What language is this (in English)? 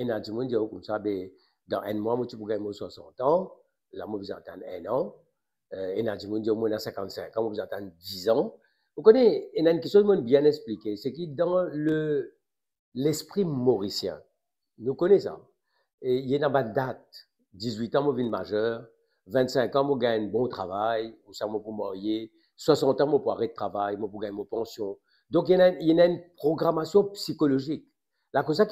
Morisyen